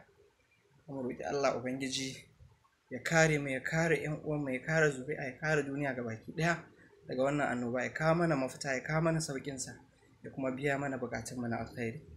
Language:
Hausa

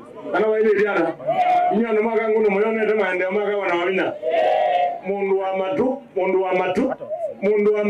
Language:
Kamba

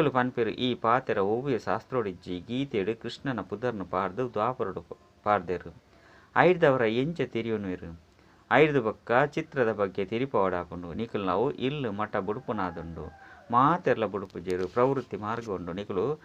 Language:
Tulu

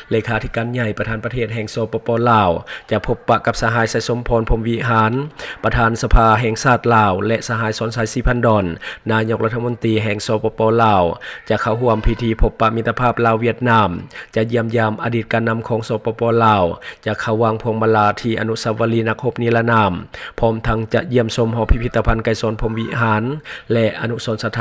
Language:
Lao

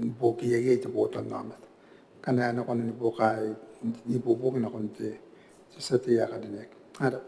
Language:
Gilbertese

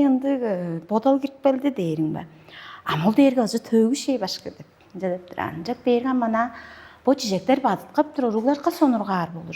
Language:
Tuvinian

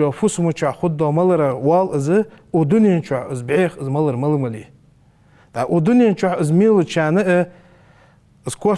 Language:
Ingush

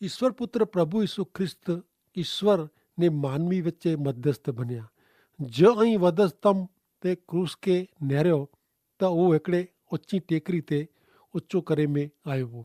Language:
Kachhi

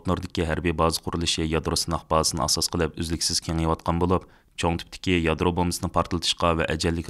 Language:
Uyghur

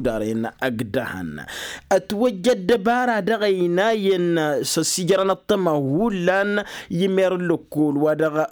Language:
Tamasheq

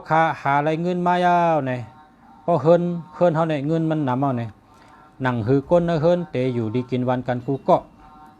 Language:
Shan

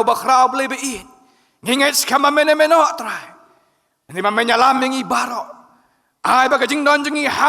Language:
Khasi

